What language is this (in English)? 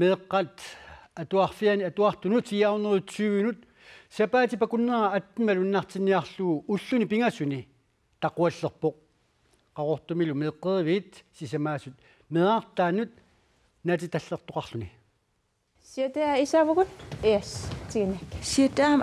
Kalaallisut